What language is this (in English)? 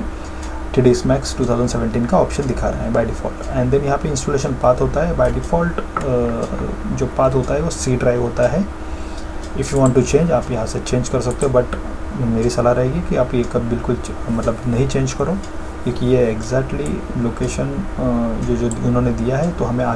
Hindi